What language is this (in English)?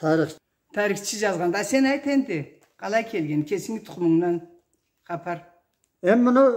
Karachay-Balkar